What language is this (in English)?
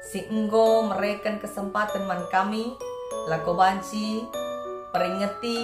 Batak Karo